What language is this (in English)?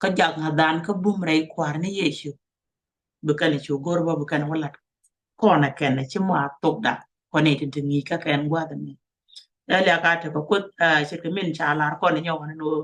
Nuer